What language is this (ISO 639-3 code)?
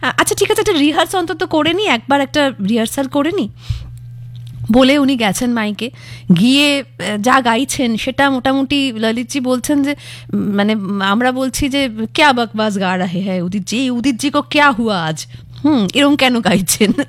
ben